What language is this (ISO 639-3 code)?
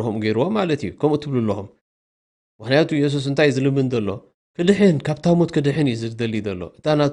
tir